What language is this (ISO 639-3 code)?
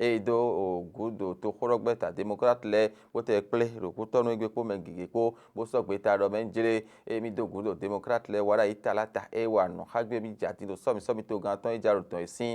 fon